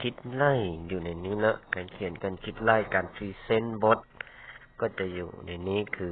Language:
Lao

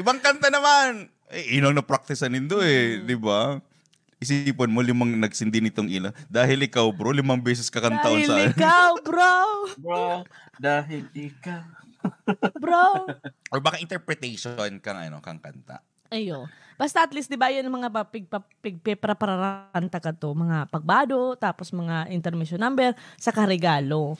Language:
Bikol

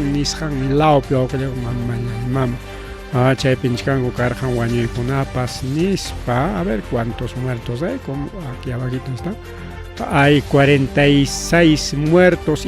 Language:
Ayacucho Quechua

